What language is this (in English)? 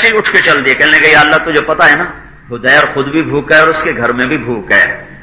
Urdu